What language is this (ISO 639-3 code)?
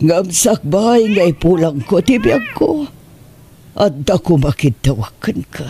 ilo